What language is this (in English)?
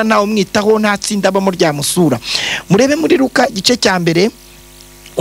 Kinyarwanda